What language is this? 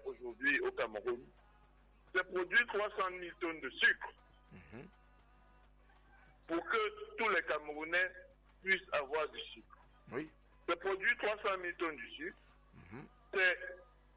French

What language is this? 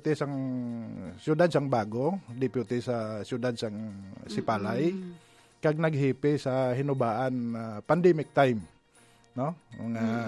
Hiligaynon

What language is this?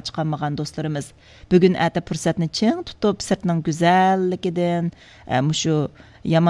Uyghur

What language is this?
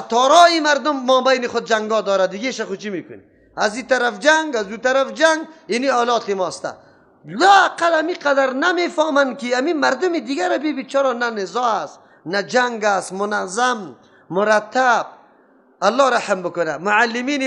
Persian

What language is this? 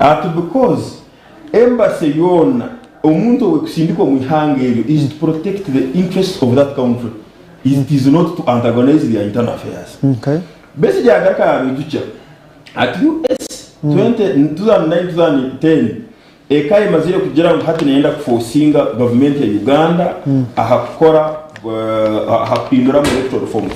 Nyankole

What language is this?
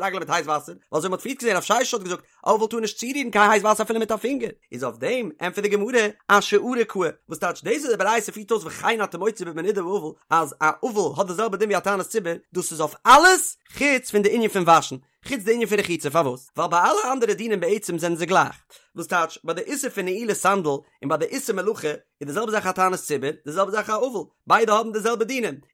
Yiddish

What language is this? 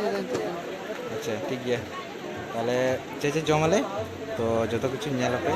Santali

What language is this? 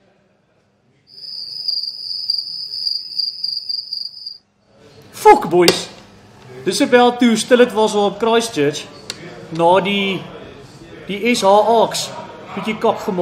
Afrikaans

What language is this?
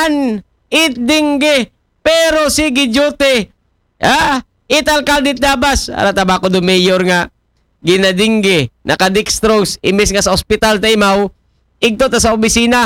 Aklanon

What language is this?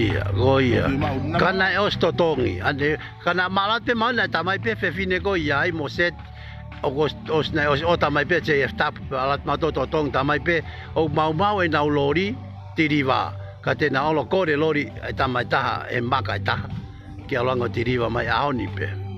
Tongan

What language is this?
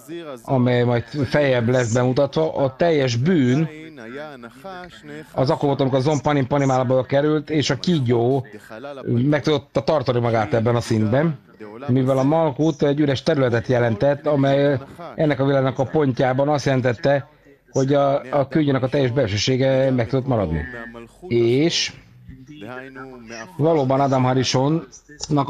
Hungarian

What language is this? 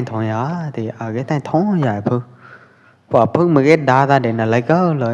Pwo Eastern Karen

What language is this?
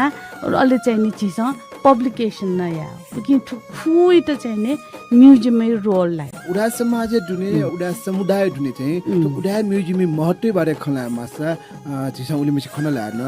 Newari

